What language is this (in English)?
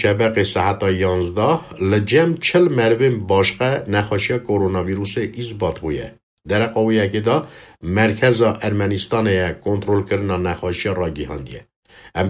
Kurdish